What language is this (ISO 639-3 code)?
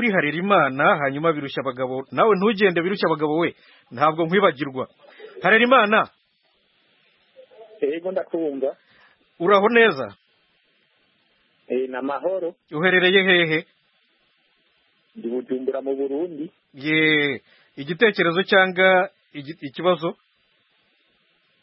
kin